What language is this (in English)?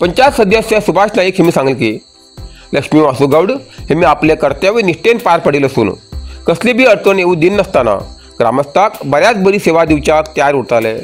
Konkani